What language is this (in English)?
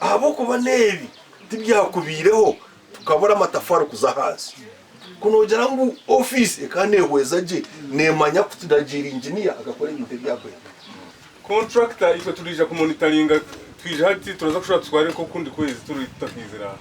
Nyankole